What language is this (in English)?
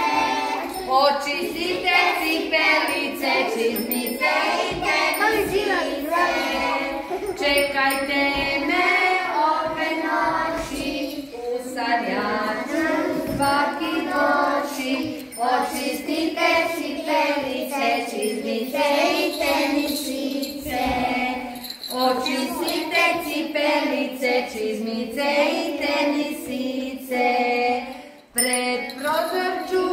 Croatian